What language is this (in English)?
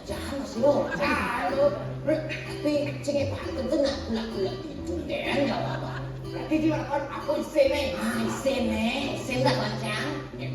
Balinese